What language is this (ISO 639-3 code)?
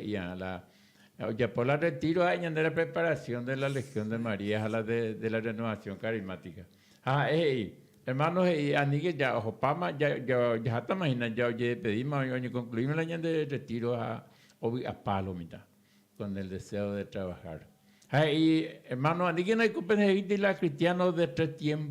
grn